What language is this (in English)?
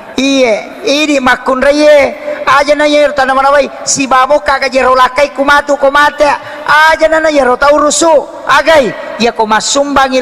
Buginese